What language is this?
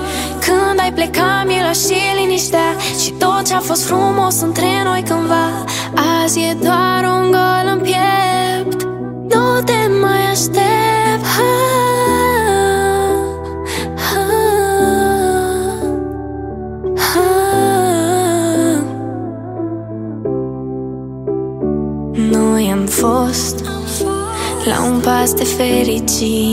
Romanian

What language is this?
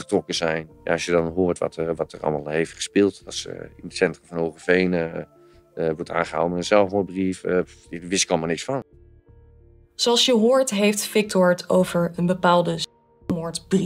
Dutch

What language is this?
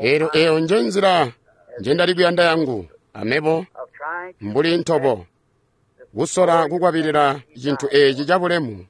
Tonga (Zambia)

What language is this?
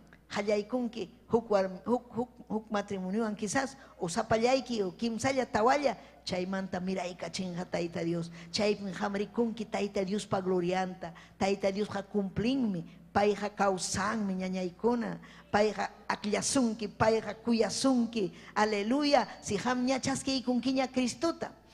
Ayacucho Quechua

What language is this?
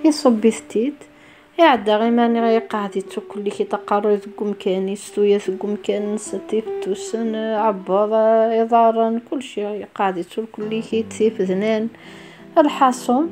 Kabyle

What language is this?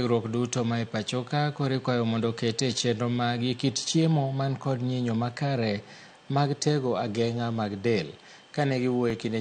Luo (Kenya and Tanzania)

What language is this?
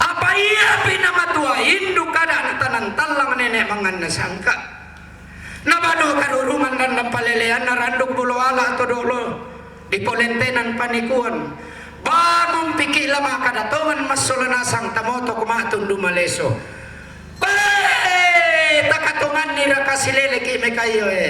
Toraja-Sa'dan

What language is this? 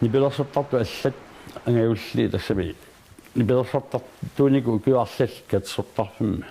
Kalaallisut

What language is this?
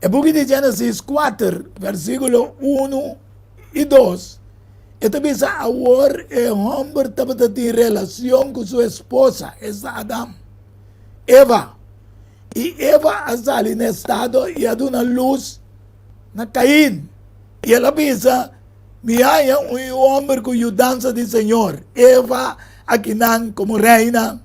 Papiamento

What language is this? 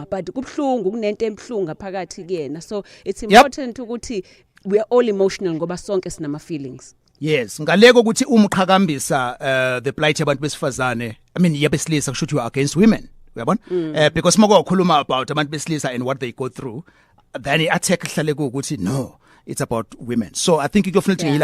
Zulu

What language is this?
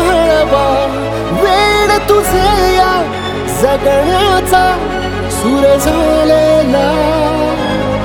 Marathi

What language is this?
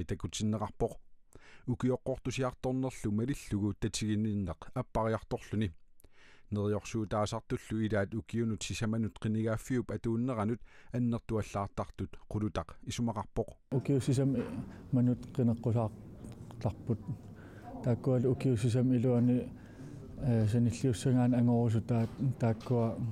Kalaallisut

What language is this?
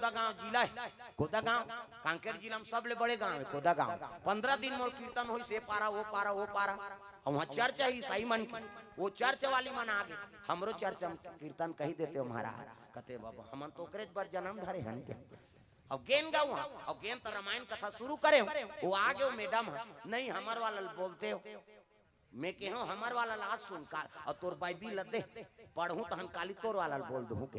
Chhattisgarhi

